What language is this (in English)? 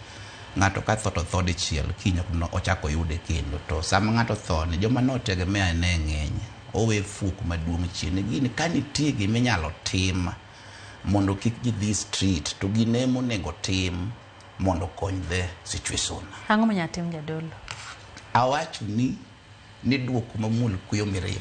Luo (Kenya and Tanzania)